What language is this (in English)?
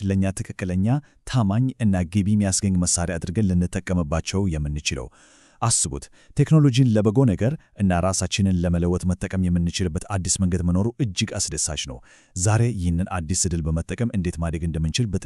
Amharic